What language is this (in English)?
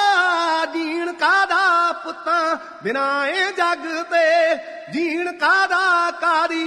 Punjabi